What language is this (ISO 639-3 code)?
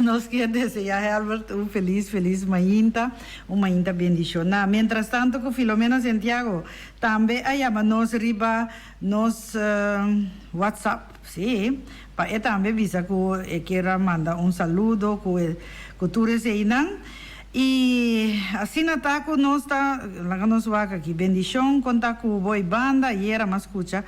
pap